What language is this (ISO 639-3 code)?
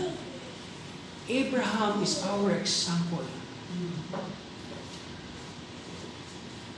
fil